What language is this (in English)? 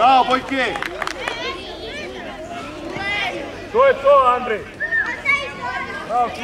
Serbian